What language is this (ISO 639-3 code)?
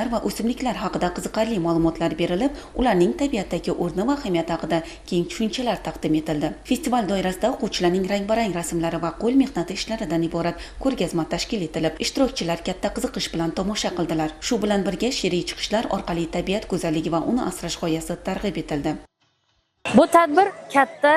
uzb